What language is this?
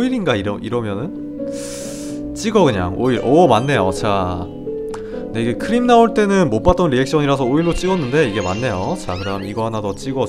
Korean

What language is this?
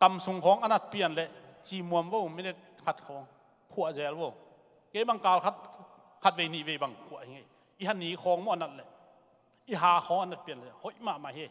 Tedim Chin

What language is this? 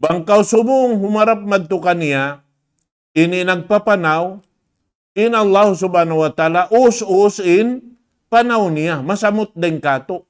Tausug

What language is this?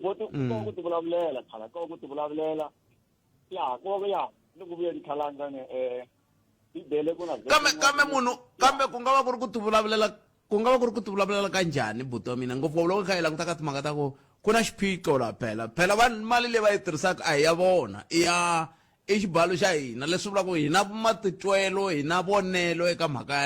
Tsonga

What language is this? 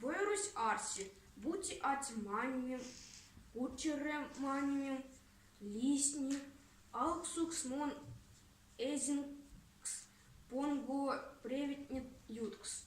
Erzya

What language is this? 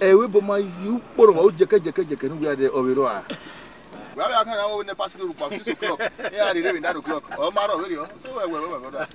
Bini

